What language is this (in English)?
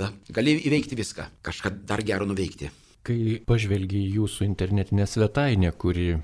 Lithuanian